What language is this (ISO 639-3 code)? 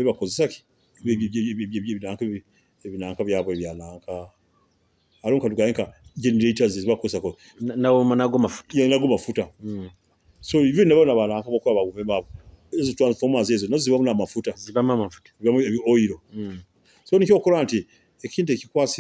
nyo